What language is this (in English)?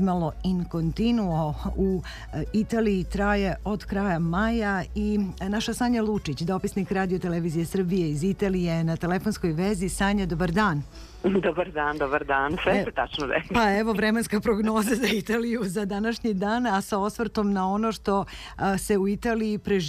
Serbian